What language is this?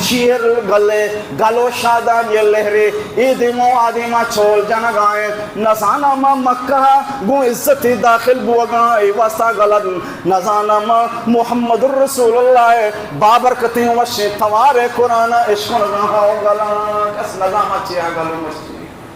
Baluchi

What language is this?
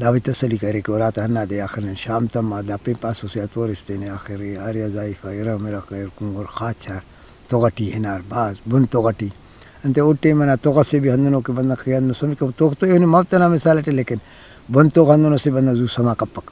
Brahui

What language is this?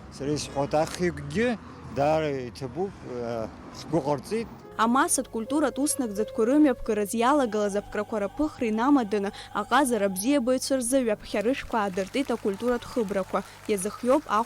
Abkhazian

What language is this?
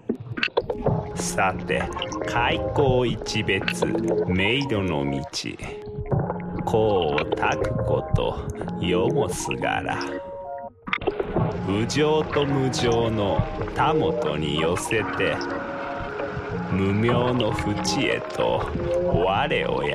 Japanese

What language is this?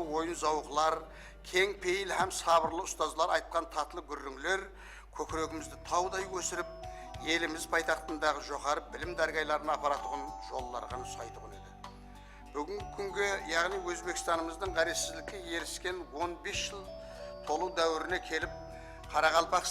Kara-Kalpak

